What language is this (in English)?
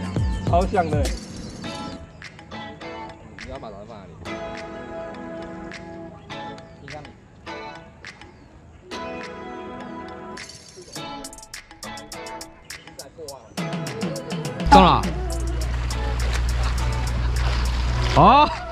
Chinese